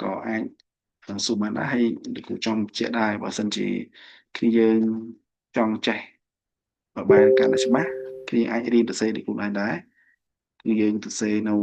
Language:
Khmer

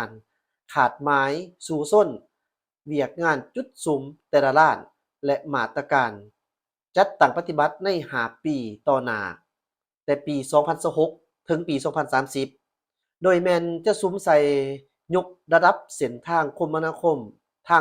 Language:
Lao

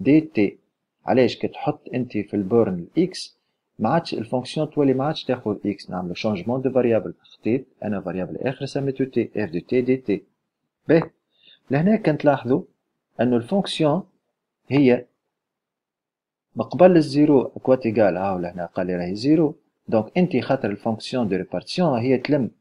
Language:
Tunisian Arabic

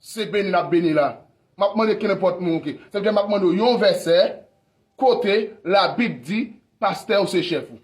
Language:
Haitian Creole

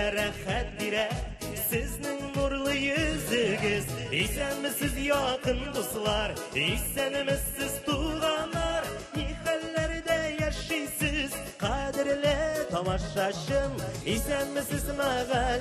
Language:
Tatar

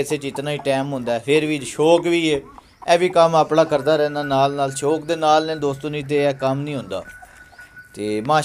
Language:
Punjabi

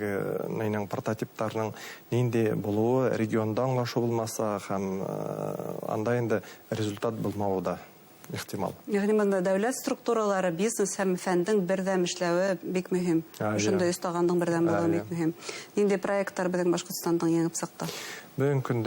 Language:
Bashkir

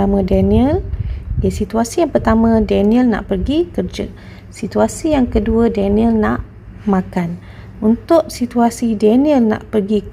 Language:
Malay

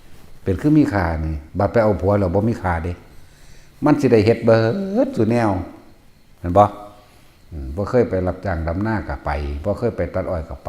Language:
Northeastern Thai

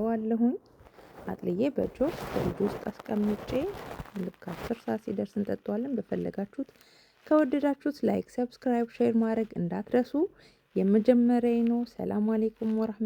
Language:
Amharic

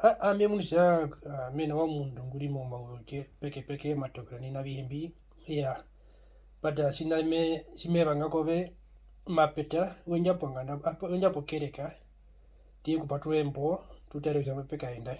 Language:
Herero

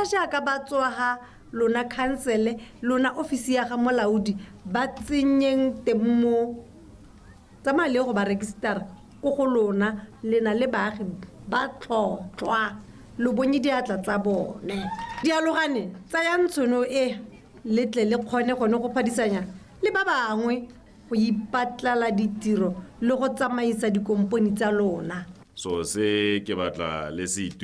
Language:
Tswana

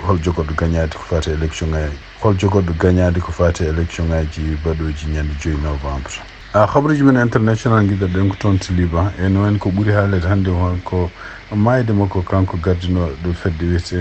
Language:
Fula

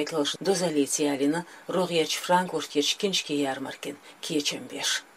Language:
Chechen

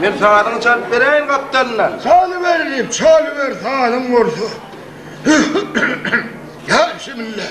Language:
Turkmen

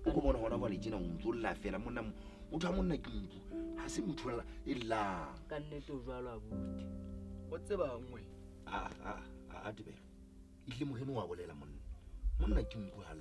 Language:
Southern Sotho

